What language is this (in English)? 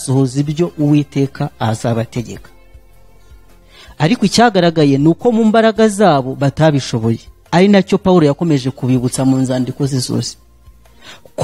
Kinyarwanda